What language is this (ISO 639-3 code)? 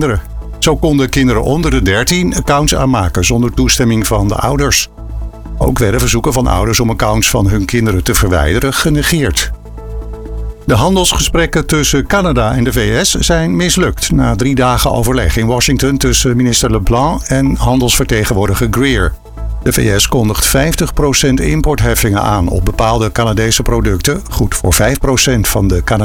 nld